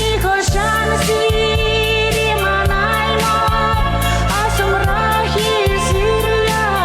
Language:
Chuvash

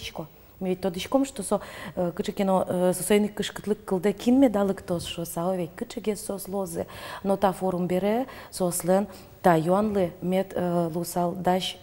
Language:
Udmurt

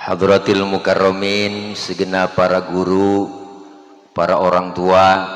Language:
Betawi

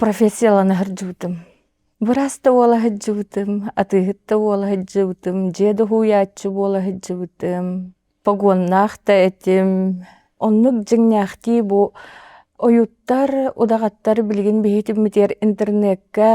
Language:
Yakut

